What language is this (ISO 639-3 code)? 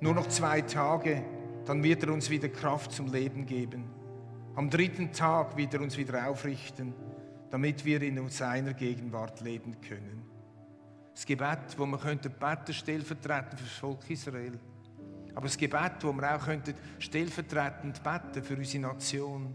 gsw